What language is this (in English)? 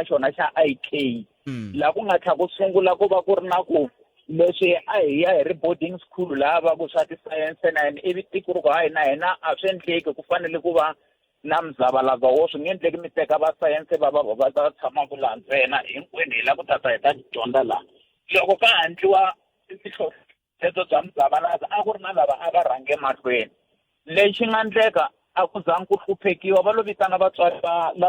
Tsonga